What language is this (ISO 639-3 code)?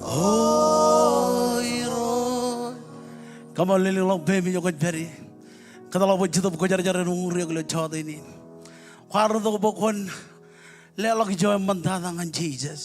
mah